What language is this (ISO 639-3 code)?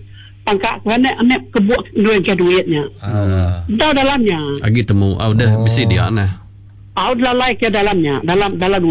iba